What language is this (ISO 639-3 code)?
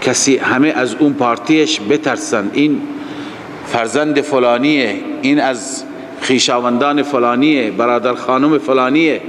fas